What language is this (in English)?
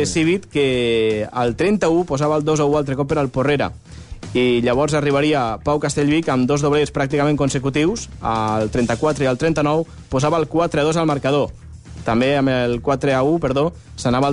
Catalan